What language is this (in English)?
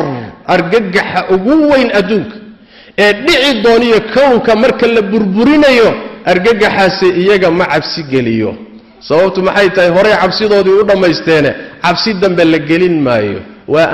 Somali